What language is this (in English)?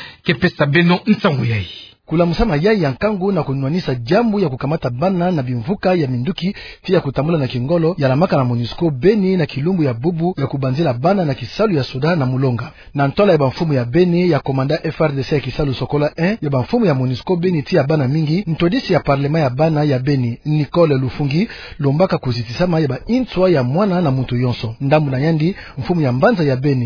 Kituba (Democratic Republic of Congo)